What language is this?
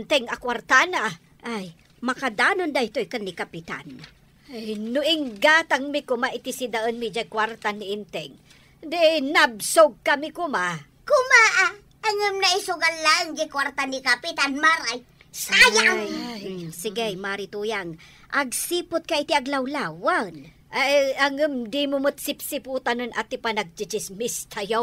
Iloko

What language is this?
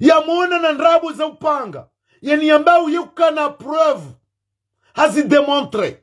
Ngazidja Comorian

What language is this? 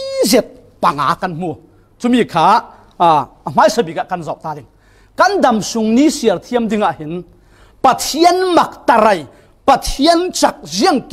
Falam Chin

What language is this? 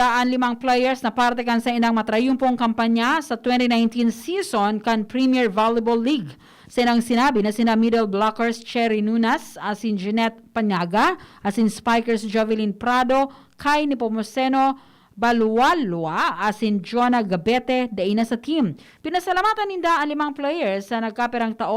Bikol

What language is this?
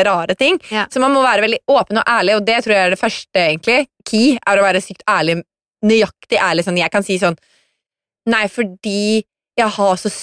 Norwegian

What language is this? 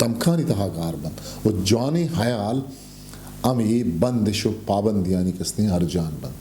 Eastern Balochi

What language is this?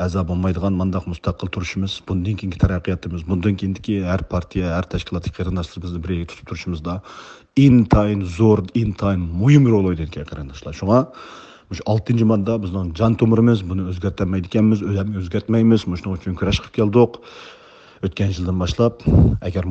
Uyghur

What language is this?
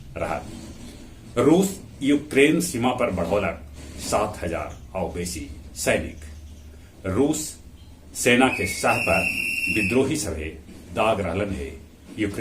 Magahi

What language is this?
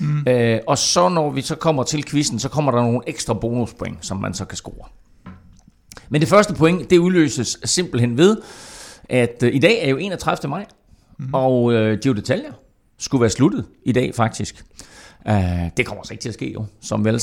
Danish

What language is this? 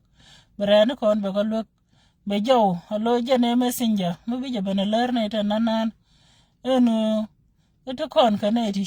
Nuer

